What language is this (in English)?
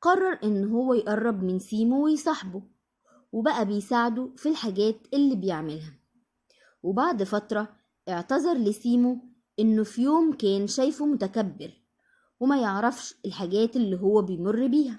Egyptian Arabic